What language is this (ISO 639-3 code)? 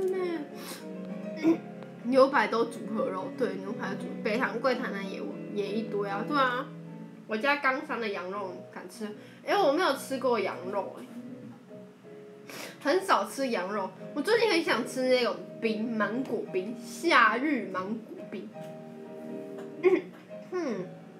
zho